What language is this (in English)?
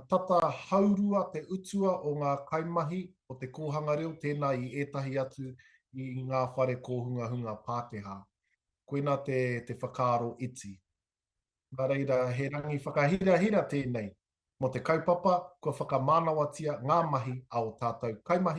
Māori